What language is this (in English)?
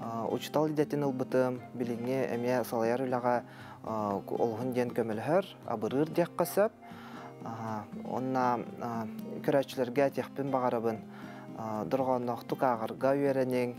Yakut